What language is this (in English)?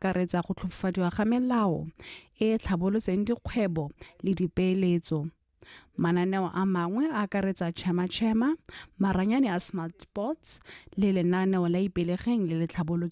Tswana